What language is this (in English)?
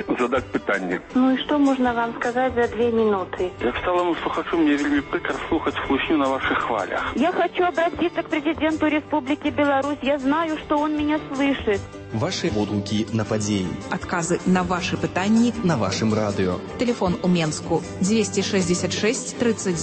Belarusian